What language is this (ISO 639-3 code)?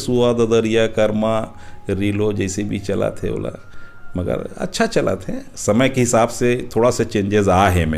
hne